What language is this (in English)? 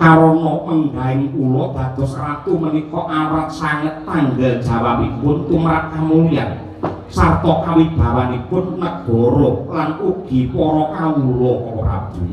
Javanese